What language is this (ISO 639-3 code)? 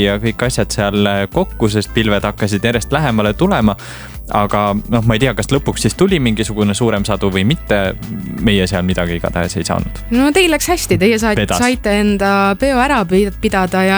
est